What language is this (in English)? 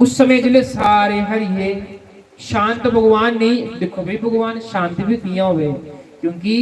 Dogri